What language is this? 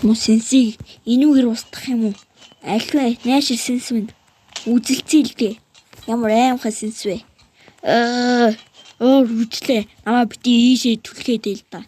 Mongolian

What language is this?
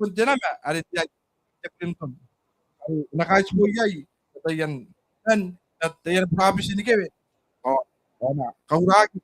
Gilbertese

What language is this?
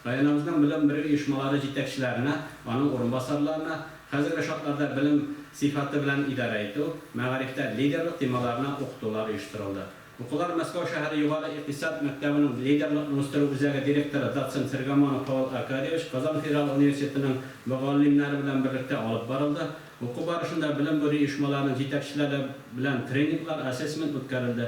Tatar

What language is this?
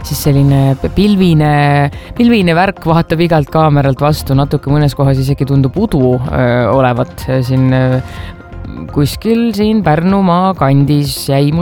Estonian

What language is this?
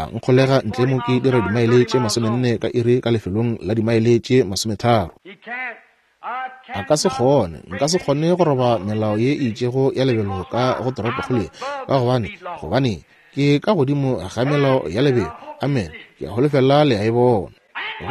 Northern Sotho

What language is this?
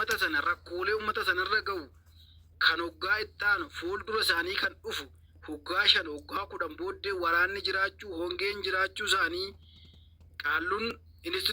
Oromo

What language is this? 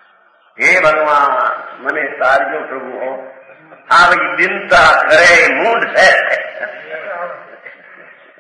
Gujarati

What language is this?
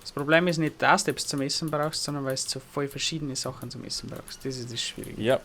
Bavarian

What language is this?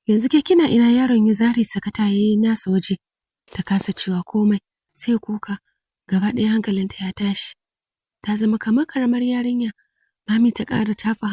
Hausa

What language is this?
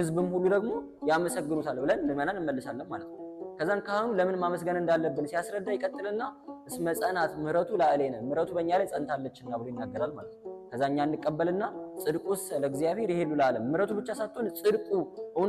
Amharic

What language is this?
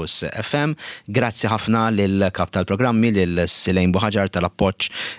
Maltese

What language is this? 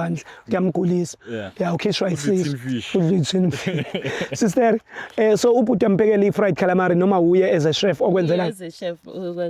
Zulu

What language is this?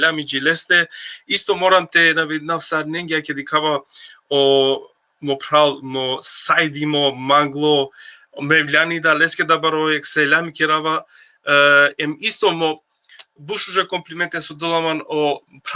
Balkan Romani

